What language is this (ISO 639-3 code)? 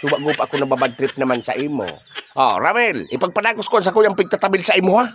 bik